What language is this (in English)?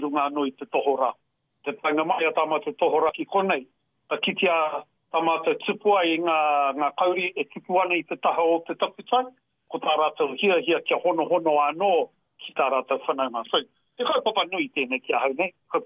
Māori